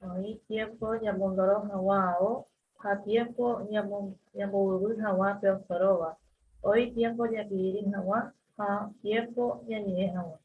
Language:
Guarani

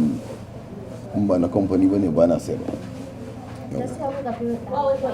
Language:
Hausa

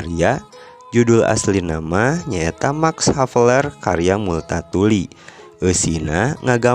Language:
Sundanese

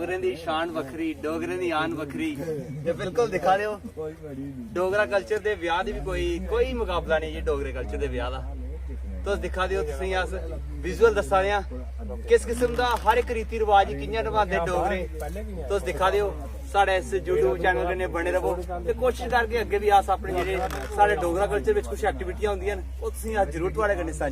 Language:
Dogri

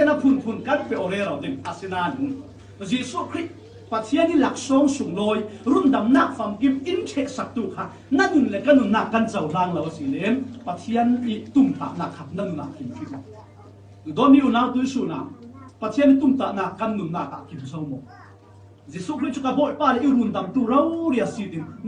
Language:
Falam Chin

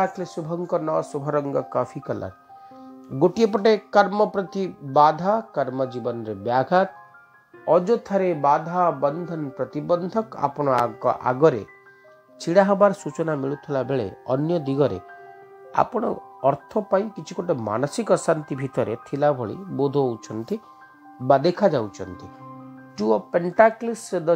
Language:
Odia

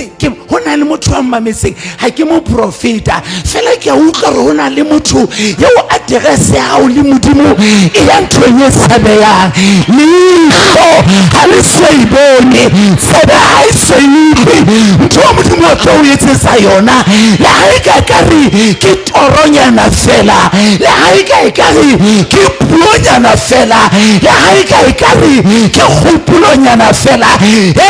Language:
Southern Sotho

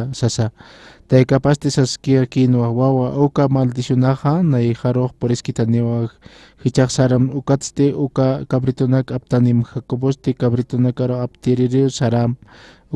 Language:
Aymara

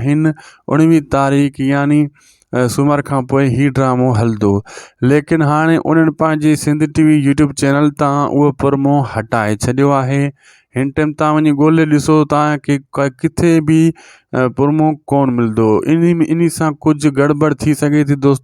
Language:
Sindhi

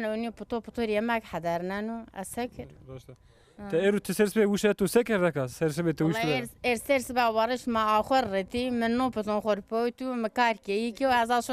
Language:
Zaza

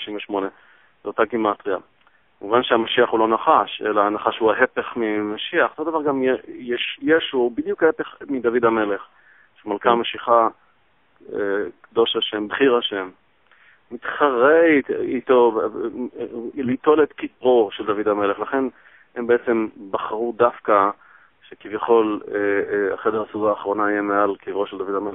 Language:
Hebrew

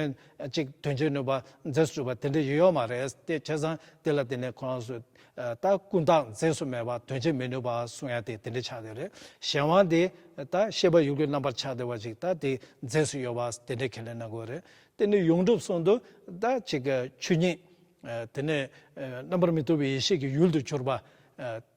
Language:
Tibetan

